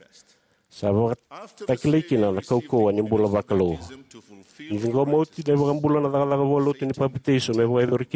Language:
Fijian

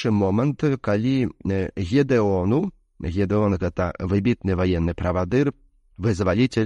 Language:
Belarusian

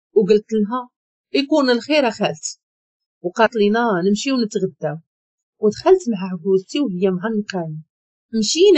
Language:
Moroccan Arabic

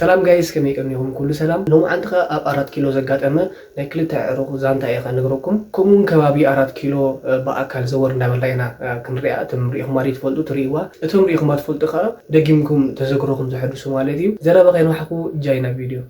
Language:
Tigrinya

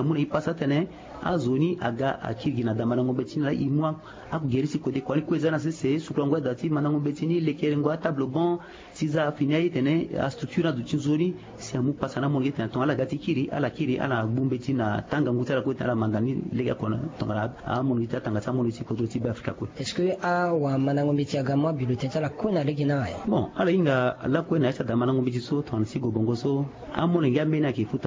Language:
Sango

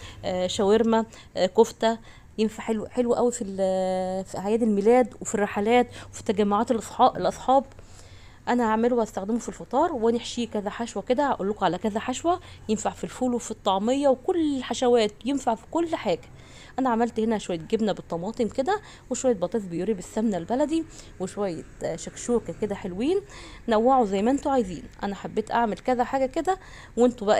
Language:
Egyptian Arabic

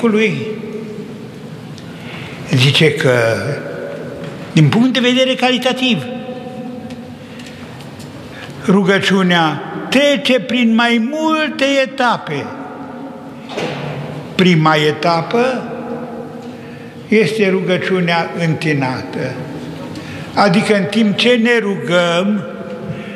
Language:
Romanian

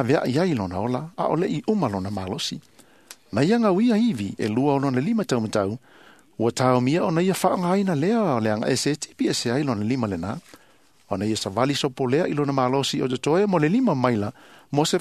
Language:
Samoan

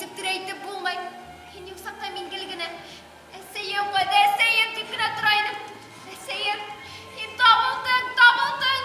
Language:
Bashkir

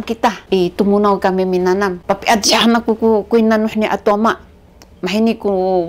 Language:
Sakizaya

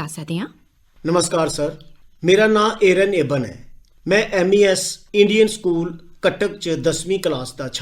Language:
Dogri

